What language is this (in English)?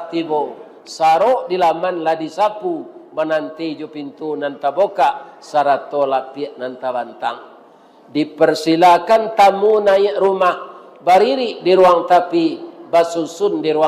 Minangkabau